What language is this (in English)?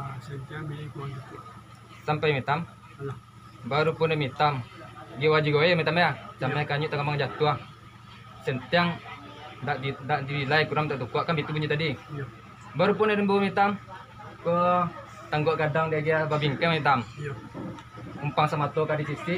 Minangkabau